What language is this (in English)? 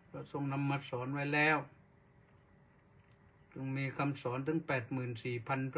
Thai